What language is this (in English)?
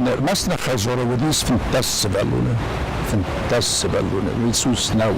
Ossetic